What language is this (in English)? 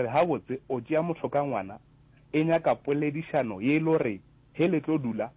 Northern Sotho